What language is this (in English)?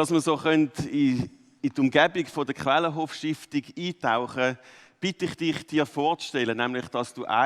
Swiss German